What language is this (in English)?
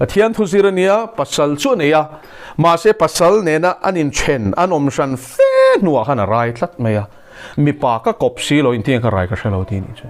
Mizo